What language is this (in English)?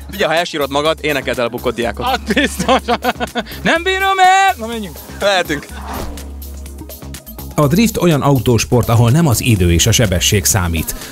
Hungarian